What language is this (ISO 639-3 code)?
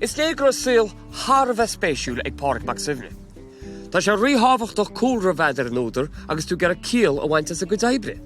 gle